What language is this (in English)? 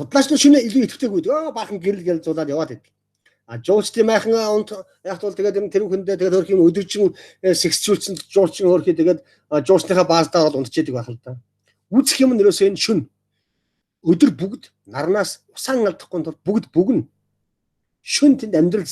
Mongolian